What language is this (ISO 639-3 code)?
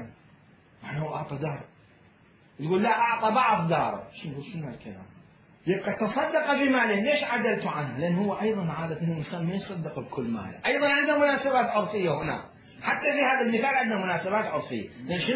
acm